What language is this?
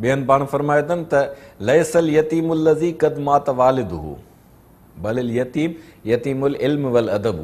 Sindhi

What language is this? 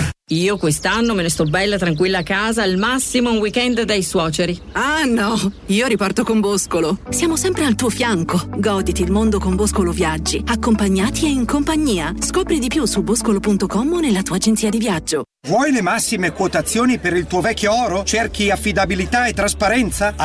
Italian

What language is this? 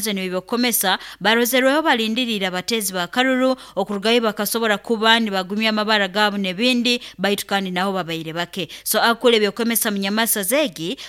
Nyoro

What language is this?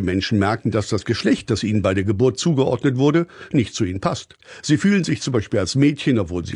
German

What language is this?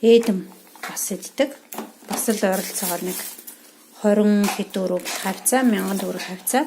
Mongolian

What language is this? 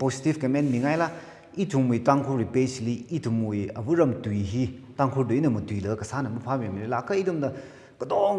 Tangkhul Naga (India)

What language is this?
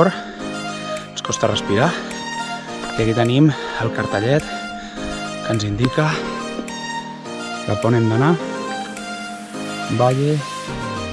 Catalan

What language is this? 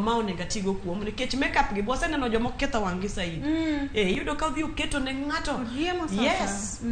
Luo (Kenya and Tanzania)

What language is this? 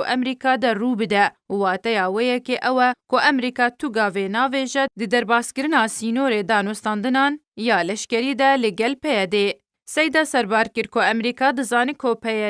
Kurdish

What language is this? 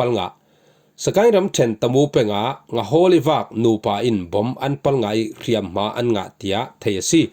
Falam Chin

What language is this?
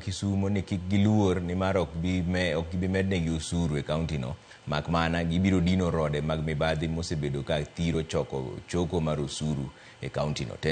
Luo (Kenya and Tanzania)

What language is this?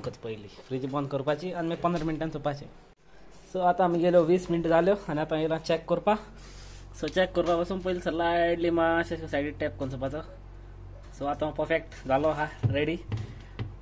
Konkani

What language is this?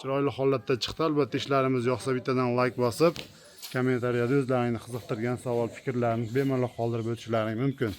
Uzbek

